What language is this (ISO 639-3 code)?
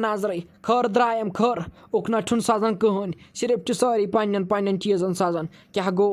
kas